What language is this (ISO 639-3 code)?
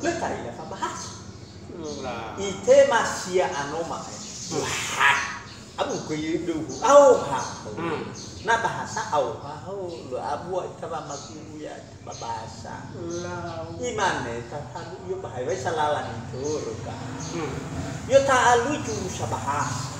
nia